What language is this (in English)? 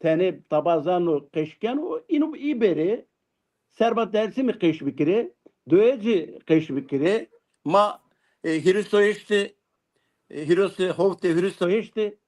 Zaza